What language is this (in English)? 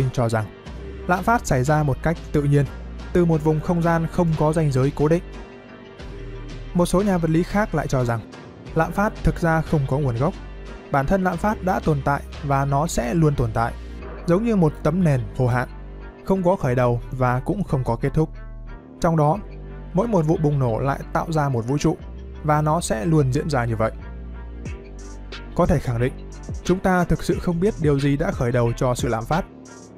Vietnamese